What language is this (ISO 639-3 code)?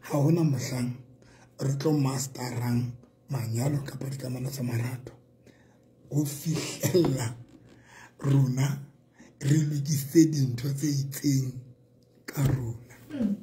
sot